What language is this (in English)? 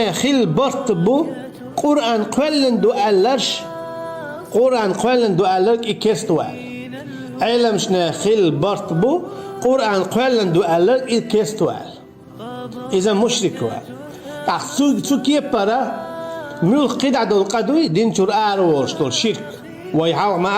Chechen